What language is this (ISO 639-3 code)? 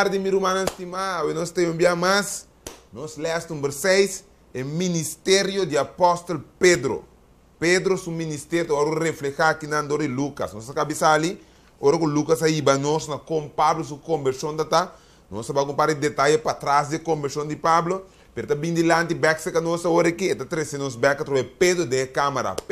pap